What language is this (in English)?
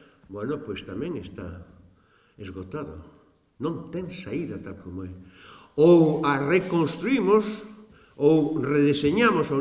Galician